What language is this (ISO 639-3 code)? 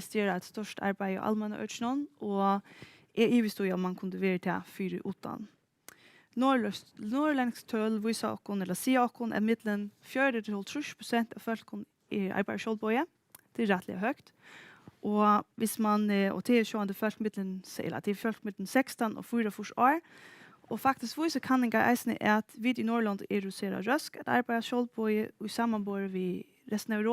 fao